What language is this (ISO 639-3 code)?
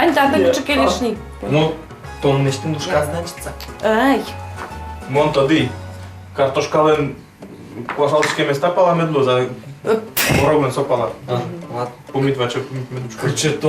udm